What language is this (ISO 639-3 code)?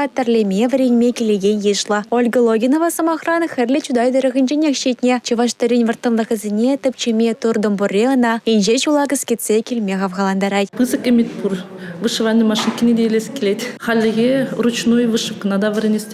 chv